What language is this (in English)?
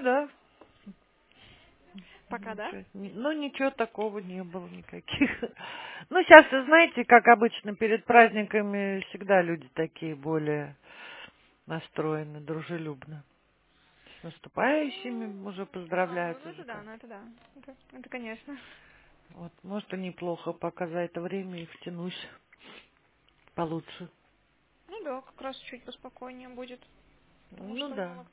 Russian